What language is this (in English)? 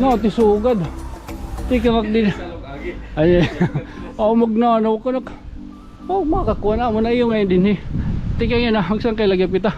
Waray